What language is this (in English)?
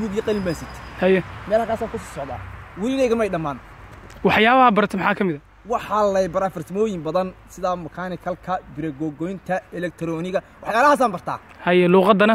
Somali